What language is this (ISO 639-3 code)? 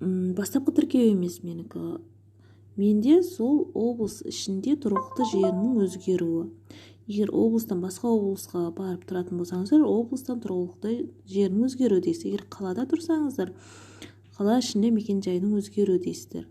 kaz